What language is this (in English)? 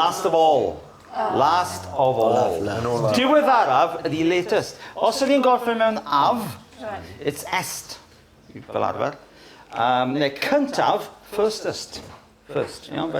Welsh